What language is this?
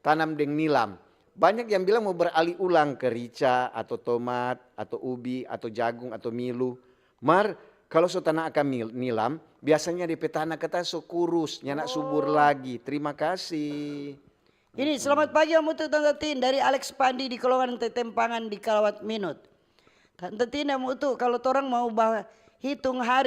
Manado Malay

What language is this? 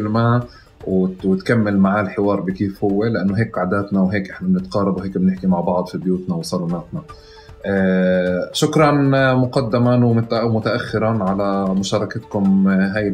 North Levantine Arabic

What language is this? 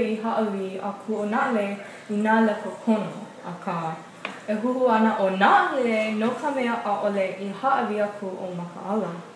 Hawaiian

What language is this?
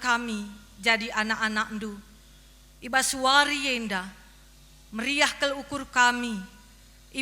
Batak Karo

